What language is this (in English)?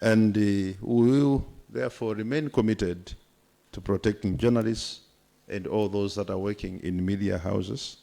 Nyanja